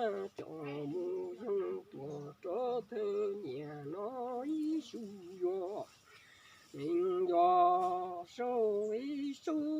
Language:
Hmong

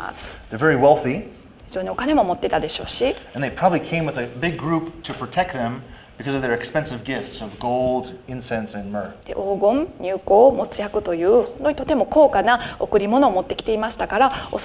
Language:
Japanese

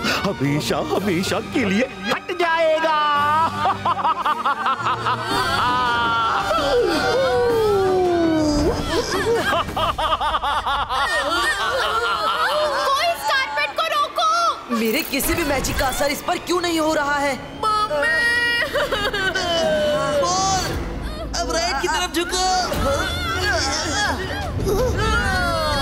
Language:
Hindi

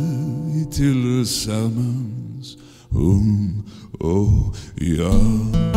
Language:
Swedish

